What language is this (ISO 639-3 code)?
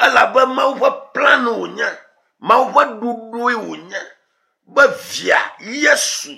ewe